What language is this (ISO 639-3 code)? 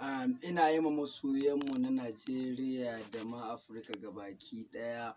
hau